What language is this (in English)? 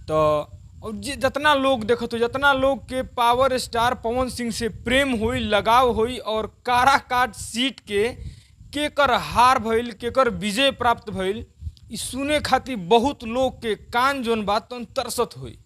Bhojpuri